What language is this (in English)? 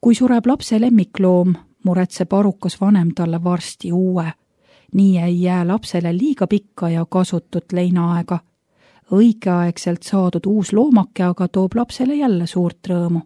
Estonian